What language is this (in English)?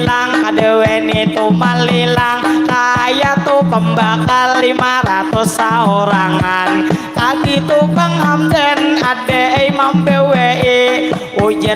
Banjar